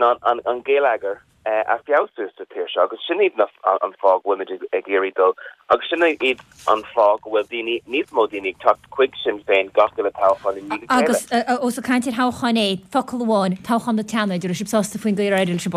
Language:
Irish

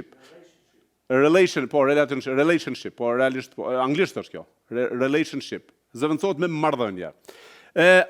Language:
Albanian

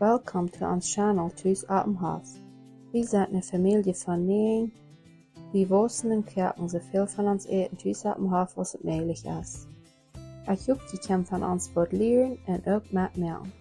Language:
Plautdietsch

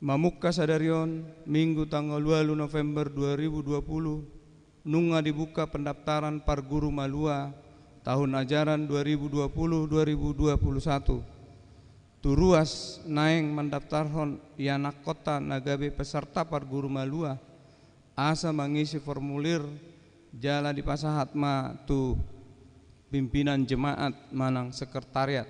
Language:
Batak Toba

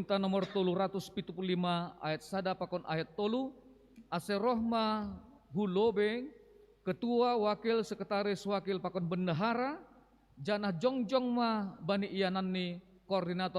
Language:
Batak Simalungun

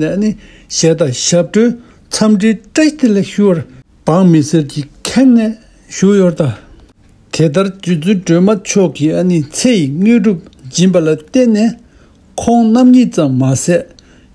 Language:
Tibetan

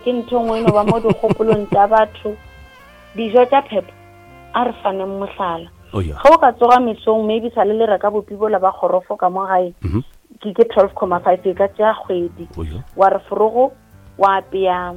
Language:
Northern Sotho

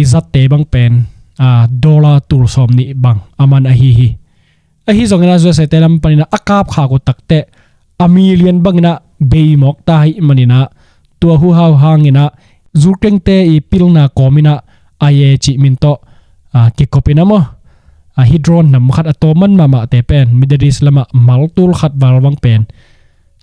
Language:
Tedim Chin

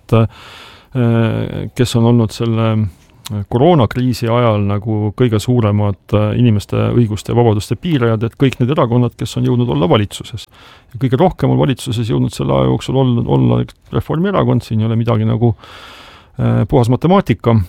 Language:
Estonian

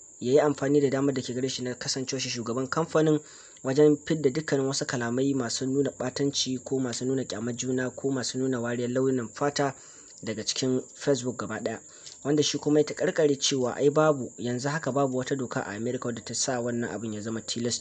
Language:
Hausa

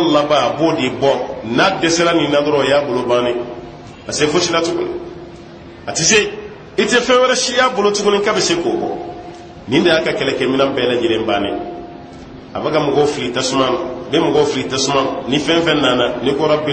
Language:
Bambara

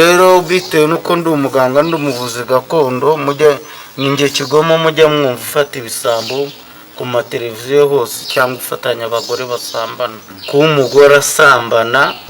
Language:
Kinyarwanda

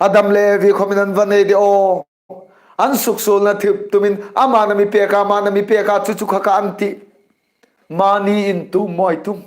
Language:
Hmar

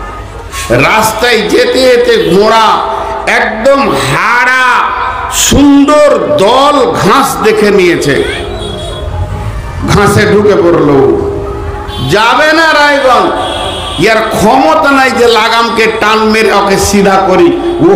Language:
Bangla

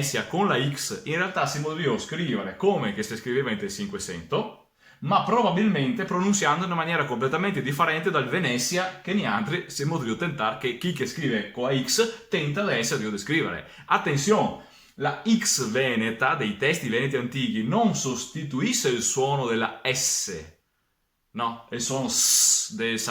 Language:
Venetian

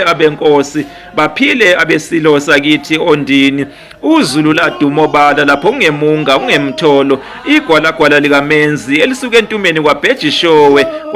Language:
Zulu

